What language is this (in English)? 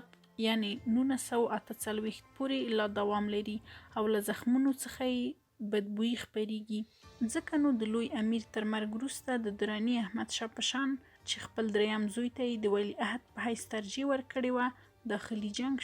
Pashto